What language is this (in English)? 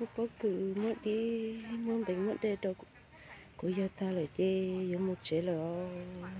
Hmong